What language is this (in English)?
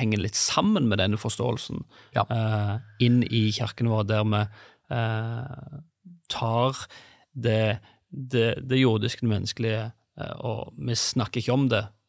Norwegian